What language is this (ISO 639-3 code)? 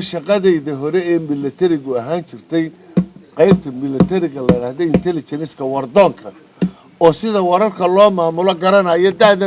som